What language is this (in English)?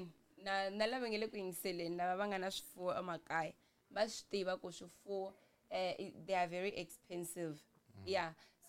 Tsonga